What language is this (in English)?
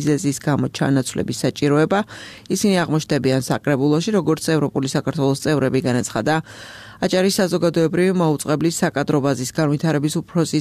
Georgian